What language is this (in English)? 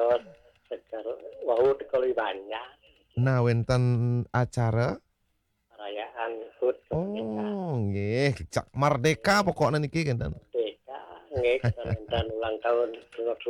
Balinese